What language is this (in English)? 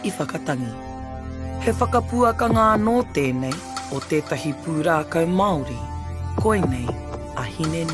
Māori